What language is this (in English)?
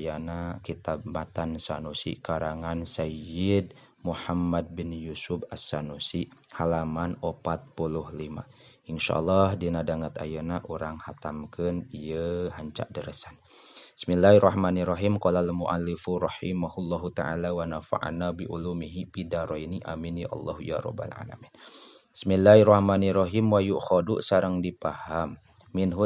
Sundanese